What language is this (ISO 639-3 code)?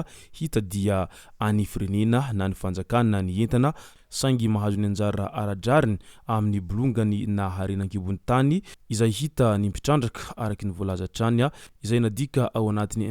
mlg